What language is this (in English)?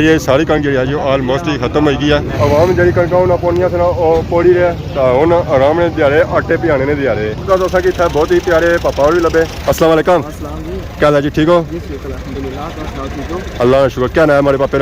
Pahari-Potwari